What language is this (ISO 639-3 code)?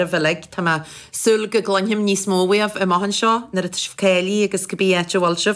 gle